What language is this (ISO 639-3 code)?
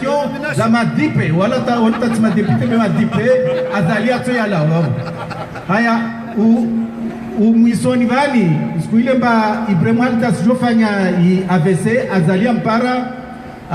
zdj